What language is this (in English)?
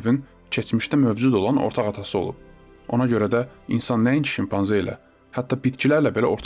Azerbaijani